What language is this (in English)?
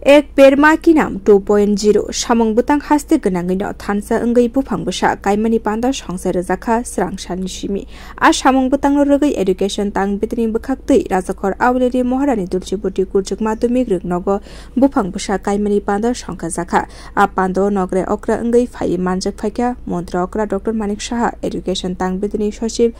Kok Borok